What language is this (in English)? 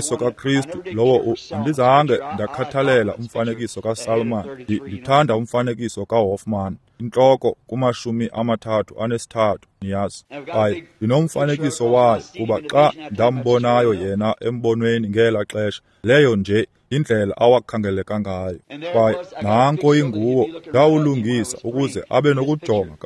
Xhosa